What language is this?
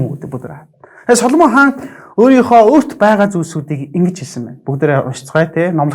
Mongolian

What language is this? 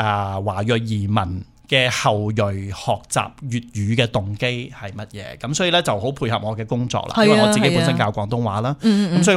Cantonese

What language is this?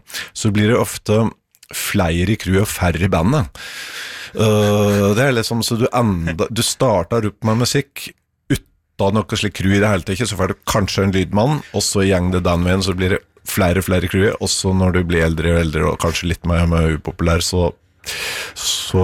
Norwegian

